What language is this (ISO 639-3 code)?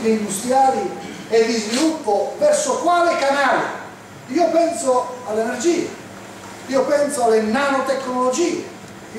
ita